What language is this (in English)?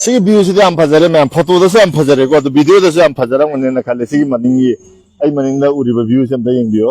Manipuri